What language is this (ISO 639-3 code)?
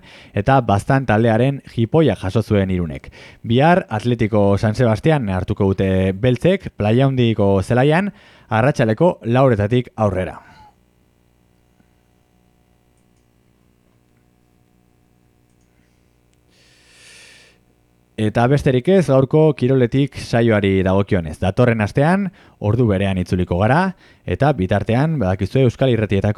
eus